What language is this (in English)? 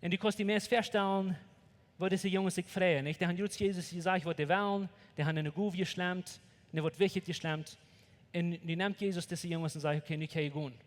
Plautdietsch